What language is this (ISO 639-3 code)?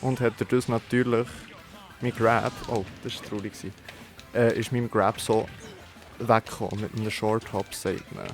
gsw